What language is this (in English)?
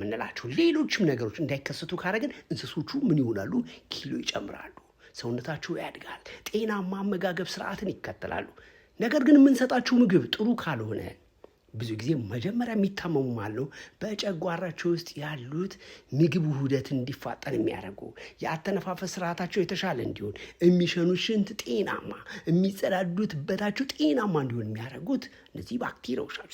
Amharic